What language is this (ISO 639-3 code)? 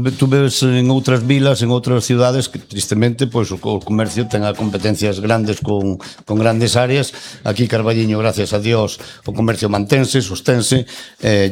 glg